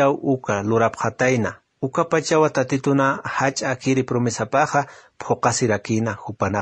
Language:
Aymara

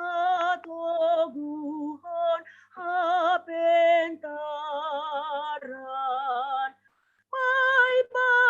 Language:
Batak Simalungun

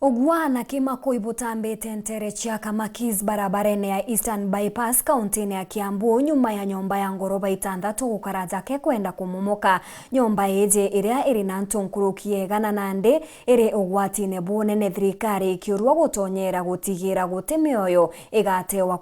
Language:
Meru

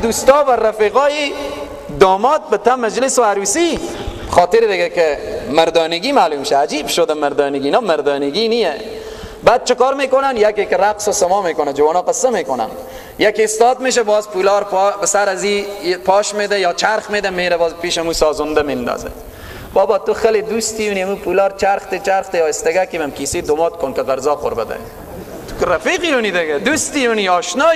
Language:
Persian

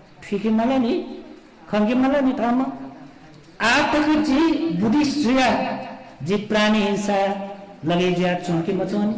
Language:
Newari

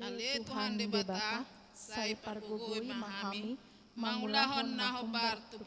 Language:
Batak Toba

